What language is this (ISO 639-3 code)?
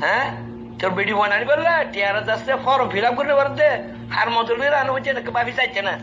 rhg